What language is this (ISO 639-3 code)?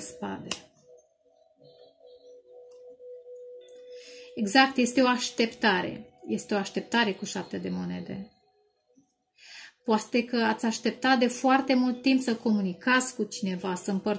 ron